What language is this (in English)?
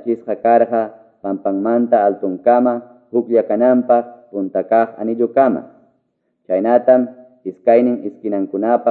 Quechua